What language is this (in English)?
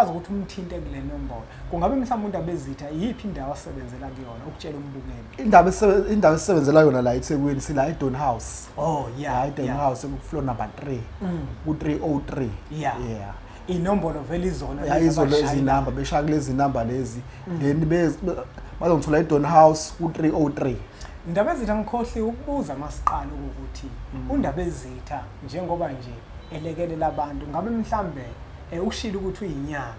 Zulu